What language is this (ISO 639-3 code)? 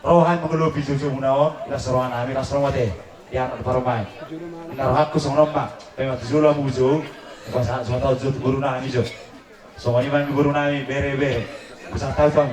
bbc